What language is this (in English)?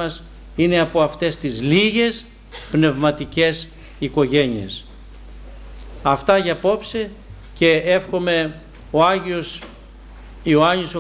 Greek